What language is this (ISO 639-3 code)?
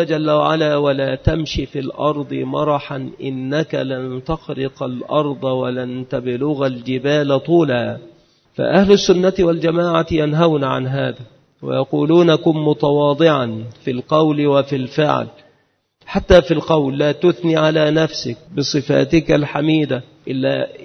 ara